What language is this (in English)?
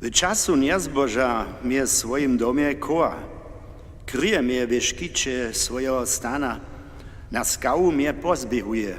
Upper Sorbian